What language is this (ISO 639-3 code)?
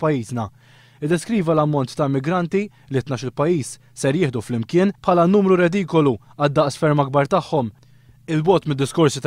mlt